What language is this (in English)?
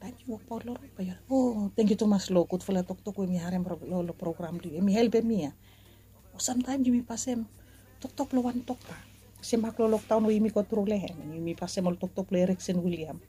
Bislama